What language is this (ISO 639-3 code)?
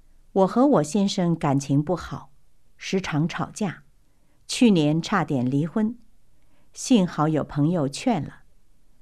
zho